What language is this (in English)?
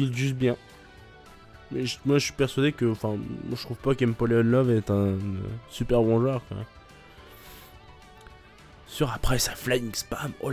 French